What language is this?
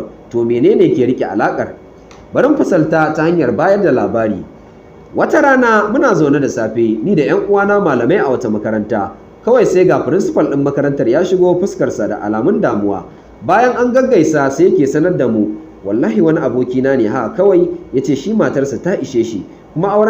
Hausa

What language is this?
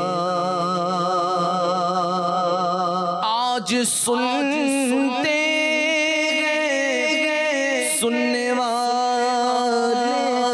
Urdu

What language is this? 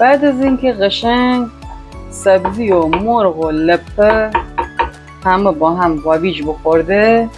Gilaki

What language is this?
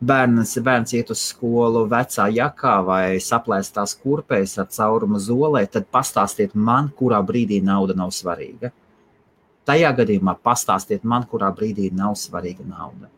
Latvian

